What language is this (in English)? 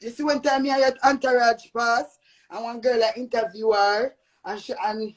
Jamaican Creole English